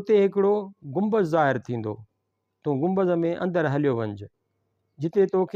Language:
Sindhi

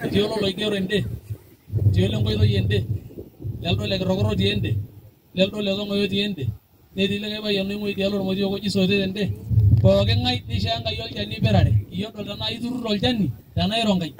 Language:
Masai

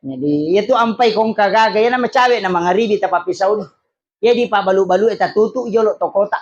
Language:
Buginese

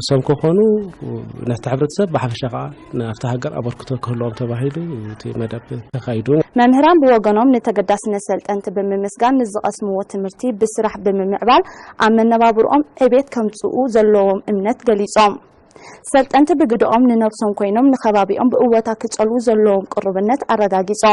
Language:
Tigrinya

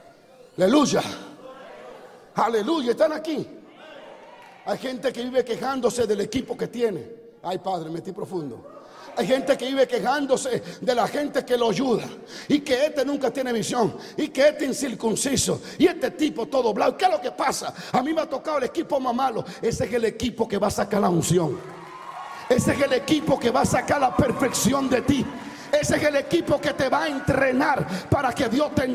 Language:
Spanish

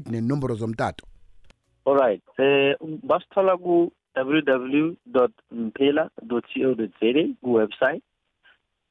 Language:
South Ndebele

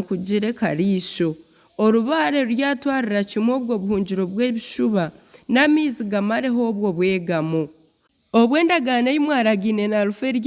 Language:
Nyankole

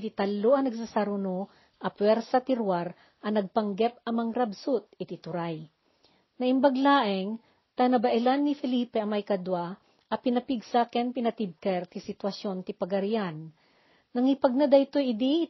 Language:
Iloko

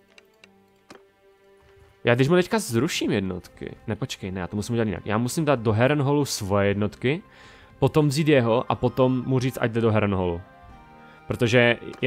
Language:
Czech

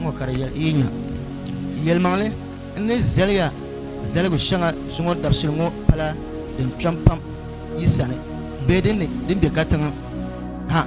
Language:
Dagbani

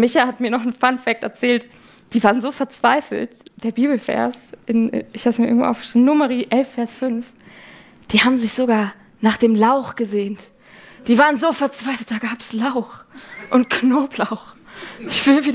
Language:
Swiss German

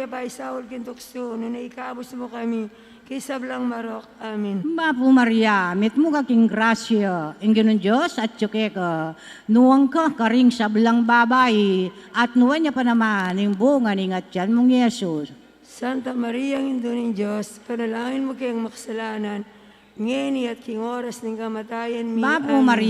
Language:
Pampanga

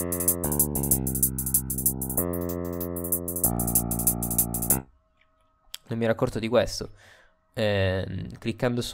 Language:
Italian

